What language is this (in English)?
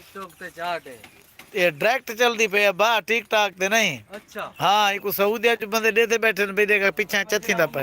Saraiki